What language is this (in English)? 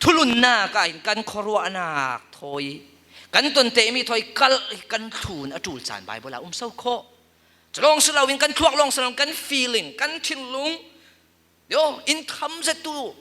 Falam Chin